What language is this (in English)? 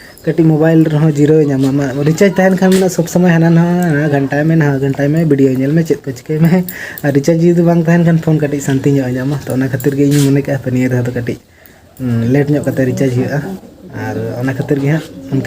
Santali